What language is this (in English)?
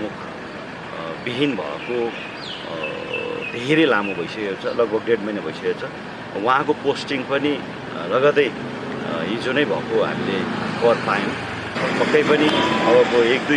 Nepali